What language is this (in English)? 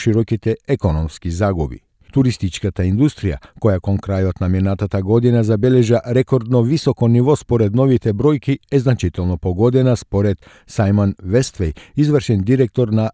Macedonian